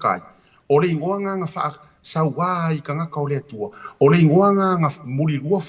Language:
Samoan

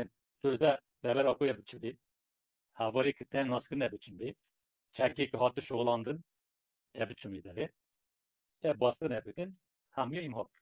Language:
Kurdish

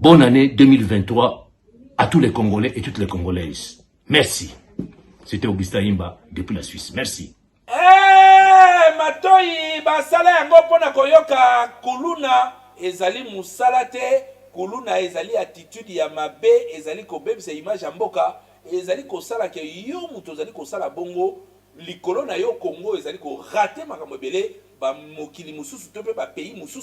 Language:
Lingala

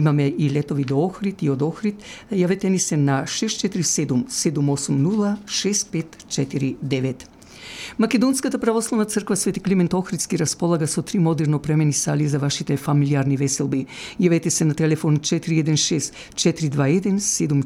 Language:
Macedonian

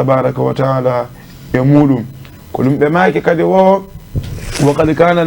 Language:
Fula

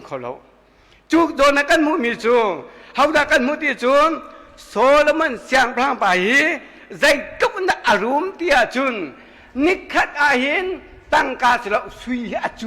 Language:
Hakha Chin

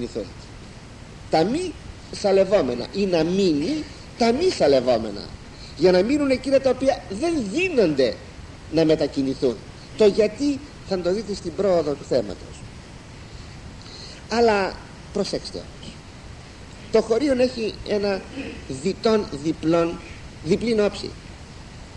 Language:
Greek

